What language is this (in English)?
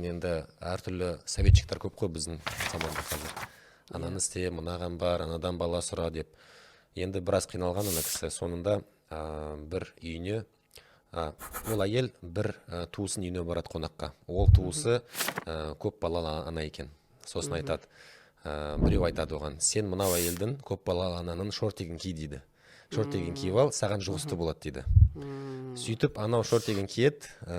Kazakh